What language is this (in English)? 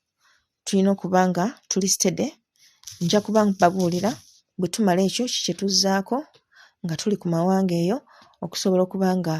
Ganda